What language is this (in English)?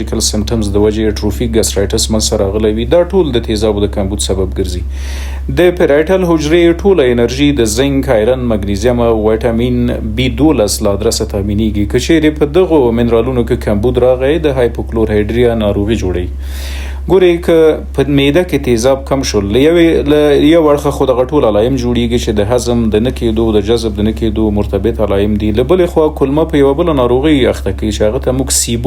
Pashto